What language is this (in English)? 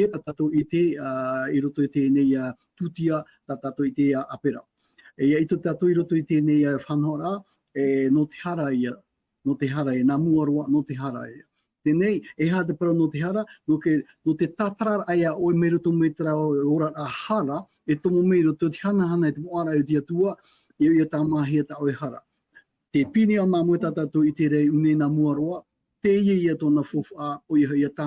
Tahitian